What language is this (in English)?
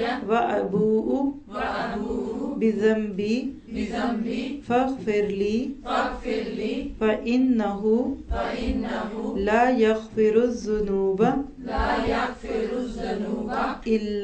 Urdu